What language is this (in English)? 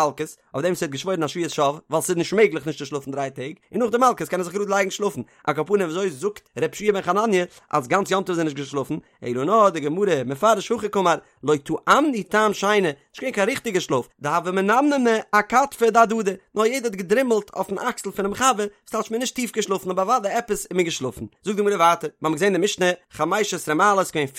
Yiddish